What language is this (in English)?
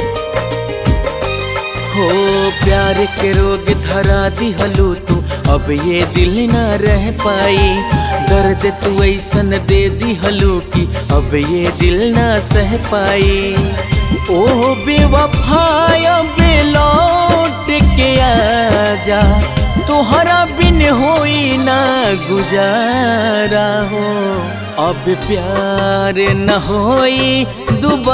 Bhojpuri